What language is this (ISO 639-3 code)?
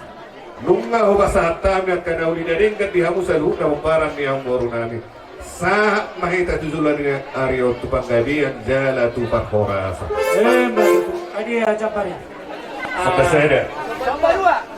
bbc